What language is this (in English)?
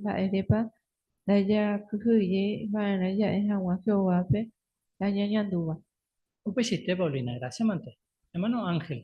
Guarani